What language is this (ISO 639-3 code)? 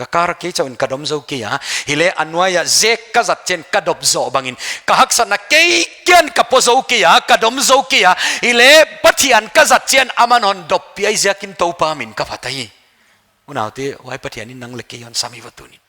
pck